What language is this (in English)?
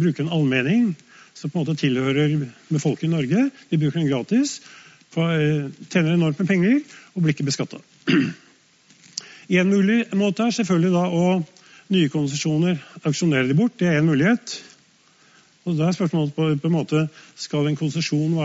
Norwegian